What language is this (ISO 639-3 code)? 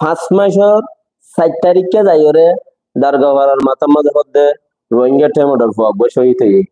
rhg